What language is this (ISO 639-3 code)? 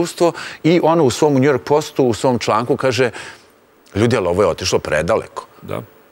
srp